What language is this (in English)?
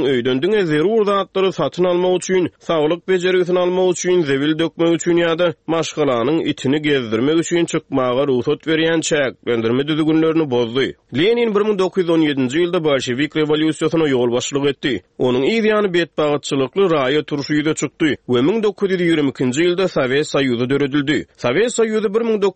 Turkmen